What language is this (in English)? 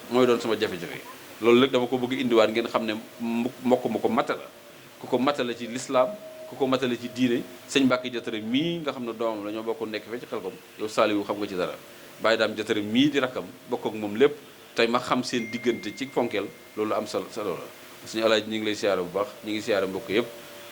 Wolof